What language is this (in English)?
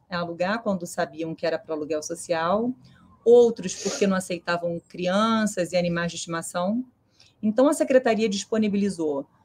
Portuguese